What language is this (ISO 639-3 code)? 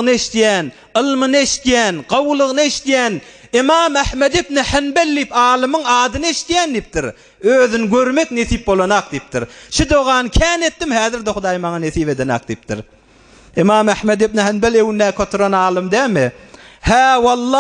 tuk